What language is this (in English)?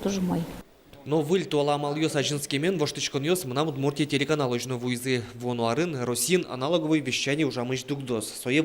Udmurt